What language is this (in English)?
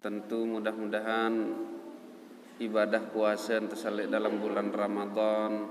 Sasak